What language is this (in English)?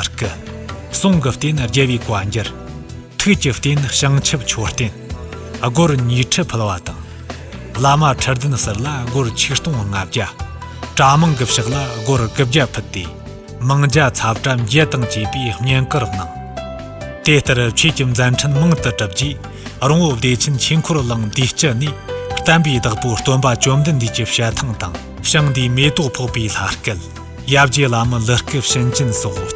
Tibetan